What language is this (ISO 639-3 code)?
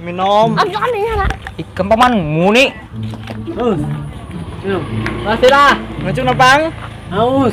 bjn